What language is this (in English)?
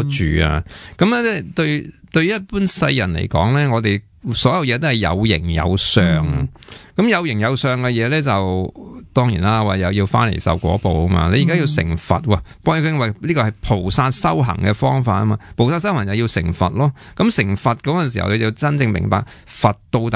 Cantonese